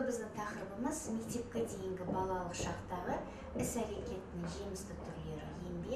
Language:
Kazakh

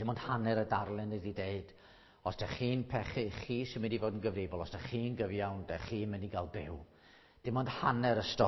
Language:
Welsh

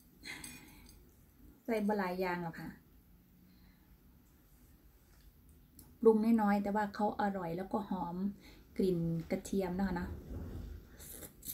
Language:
Thai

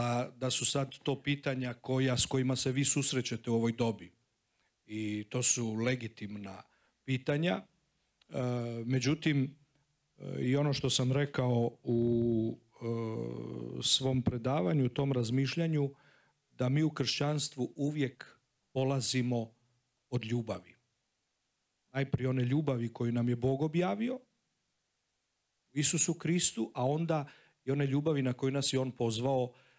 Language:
Croatian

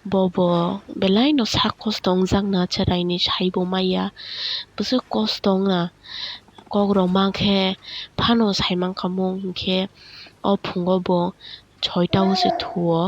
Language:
Kok Borok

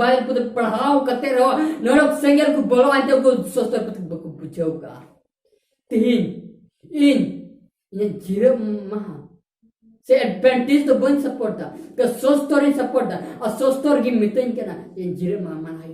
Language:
Santali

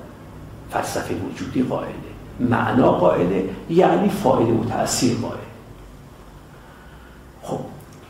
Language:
Persian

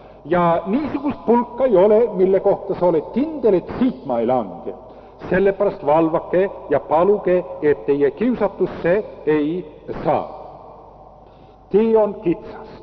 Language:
Estonian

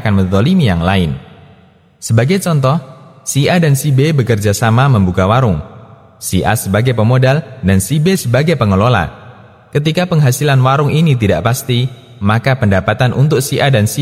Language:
Indonesian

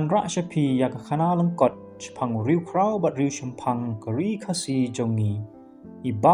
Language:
Khasi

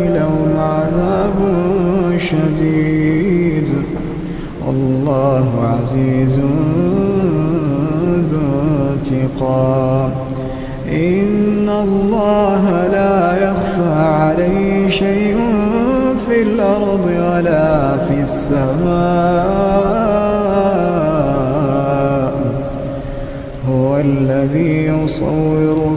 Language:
Arabic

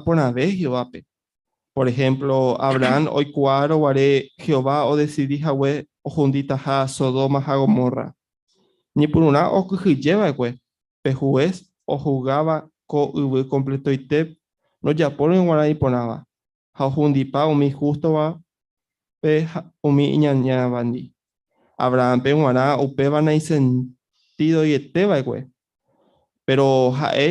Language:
Guarani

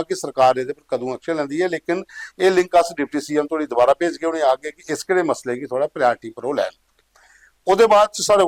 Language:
Dogri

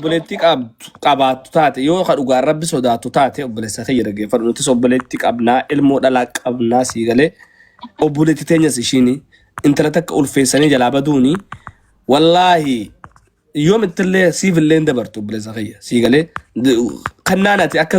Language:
Oromo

